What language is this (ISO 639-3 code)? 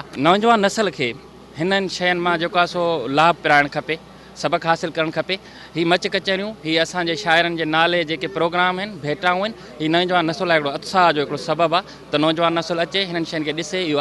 snd